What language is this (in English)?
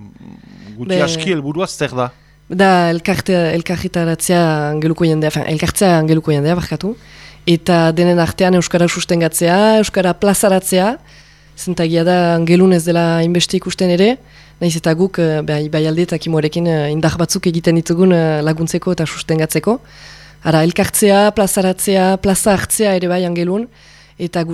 Basque